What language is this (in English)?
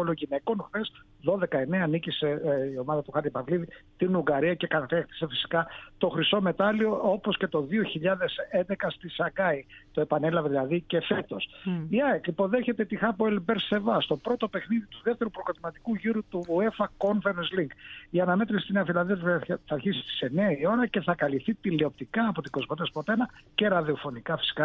Greek